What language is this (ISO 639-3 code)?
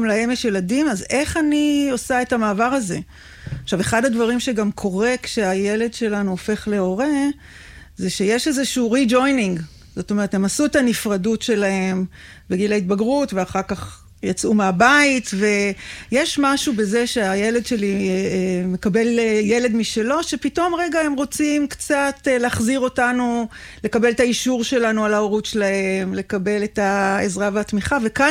heb